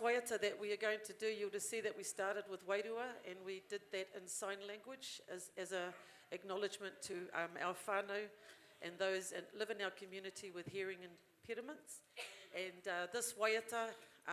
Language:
Māori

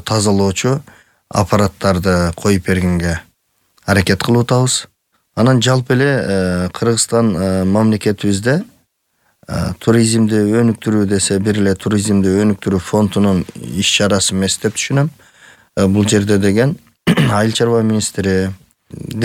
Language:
Kyrgyz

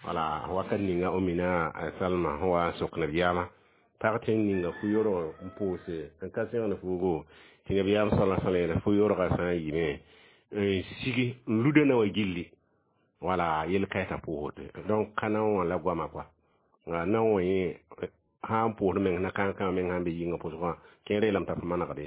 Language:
Mossi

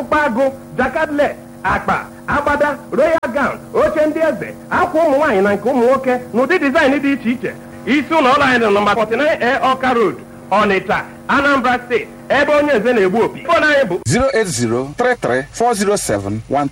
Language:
Igbo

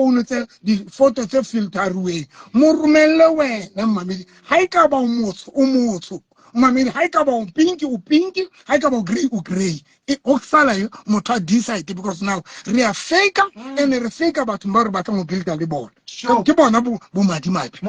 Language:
Southern Sotho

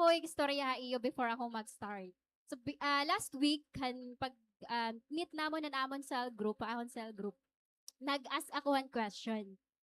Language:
Waray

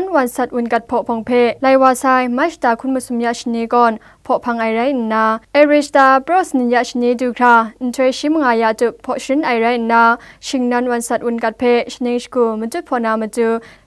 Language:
Kachin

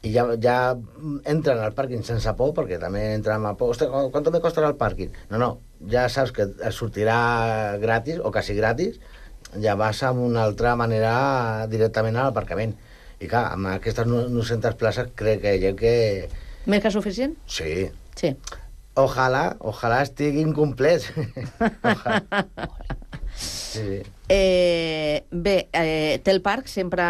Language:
Catalan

